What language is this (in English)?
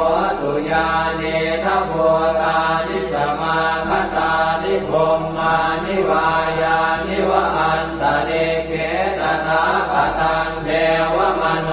Pali